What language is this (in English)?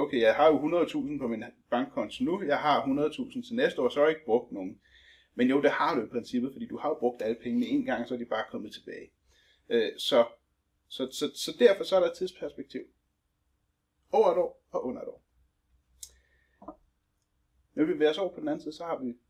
Danish